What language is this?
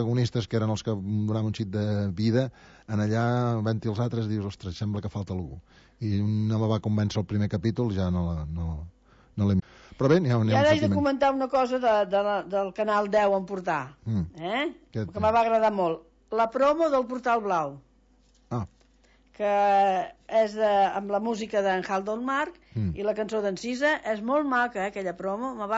Catalan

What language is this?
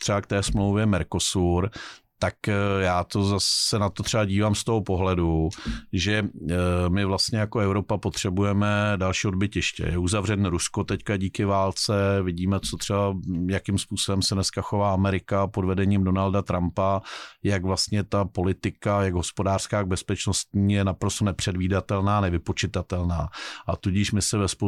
Czech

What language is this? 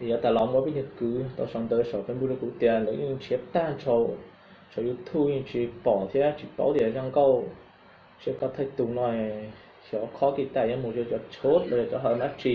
Hmong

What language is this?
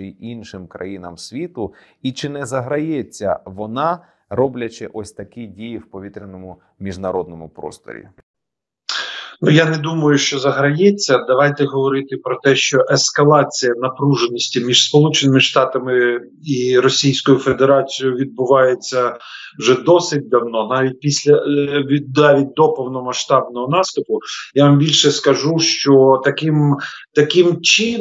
Ukrainian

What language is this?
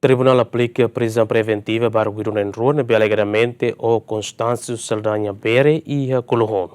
Tetum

